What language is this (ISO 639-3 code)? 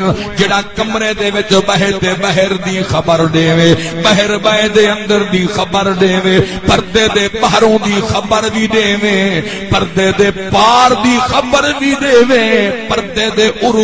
skr